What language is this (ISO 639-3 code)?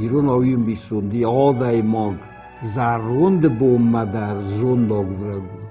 oss